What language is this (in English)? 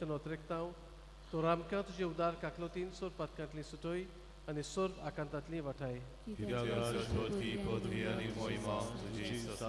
Konkani